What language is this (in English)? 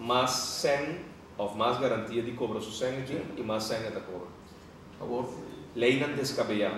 Papiamento